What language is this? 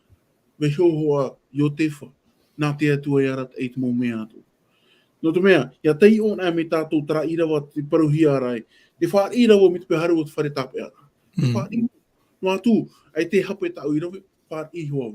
Tahitian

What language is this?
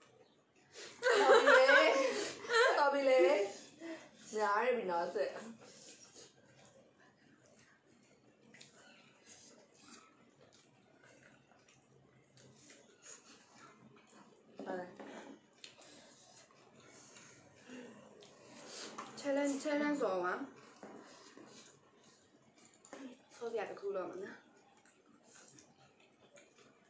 Burmese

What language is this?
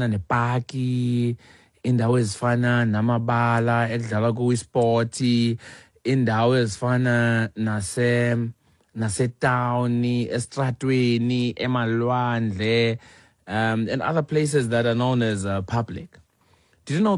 Xhosa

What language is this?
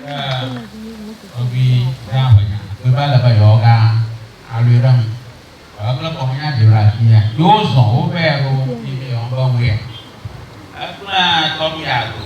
Ewe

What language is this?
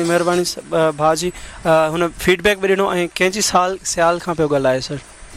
Sindhi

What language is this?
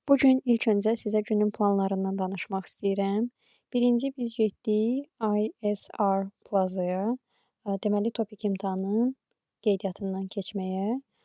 Azerbaijani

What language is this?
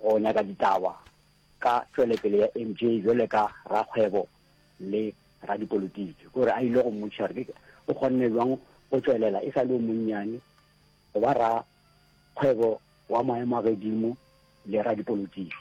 Northern Sotho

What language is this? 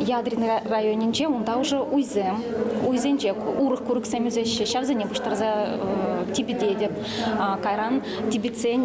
Chuvash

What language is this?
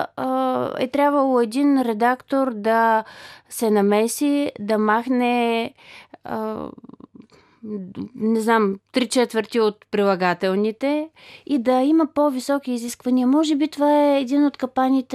Bulgarian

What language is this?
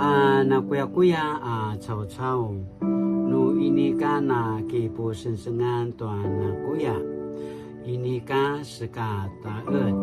Paiwan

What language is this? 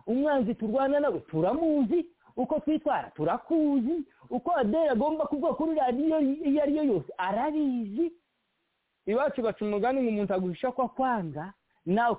Kinyarwanda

